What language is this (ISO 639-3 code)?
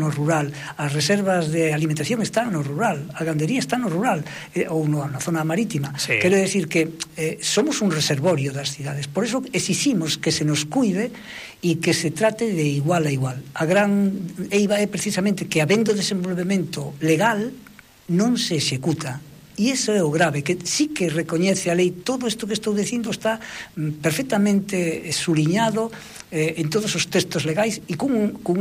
glg